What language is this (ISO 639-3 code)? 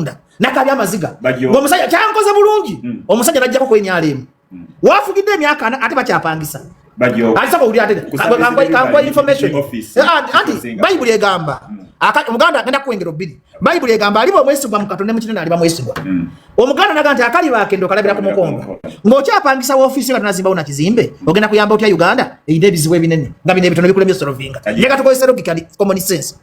lug